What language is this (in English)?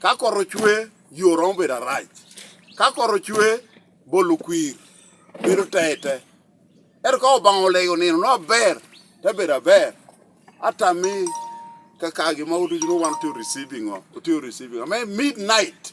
Lango (Uganda)